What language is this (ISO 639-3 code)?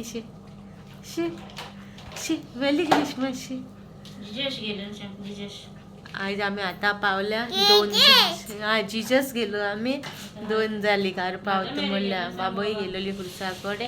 kok